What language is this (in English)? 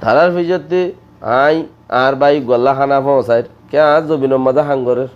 Rohingya